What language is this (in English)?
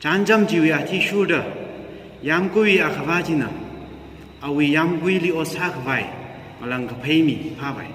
Tangkhul Naga (India)